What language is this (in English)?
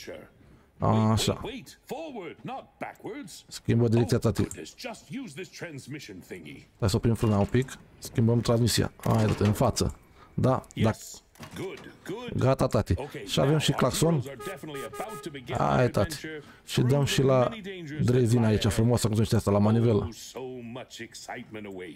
Romanian